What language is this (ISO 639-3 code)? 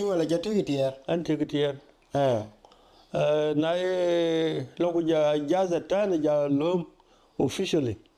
din